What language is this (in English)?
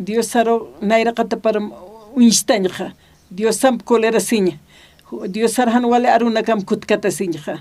Aymara